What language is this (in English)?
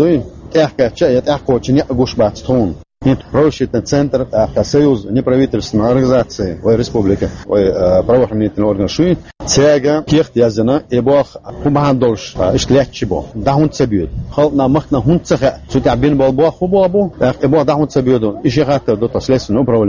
Chechen